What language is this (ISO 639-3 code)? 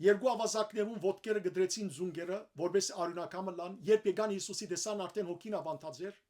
hyw